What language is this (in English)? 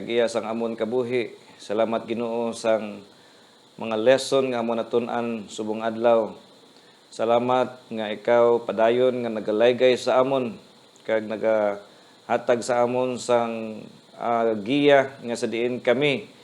Hiligaynon